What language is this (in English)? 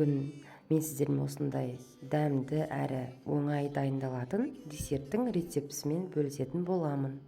Kazakh